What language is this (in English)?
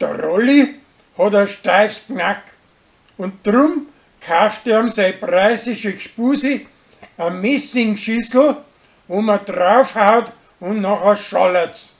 Bavarian